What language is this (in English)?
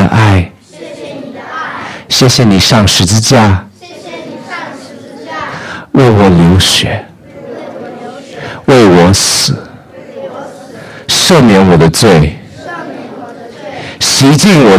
Chinese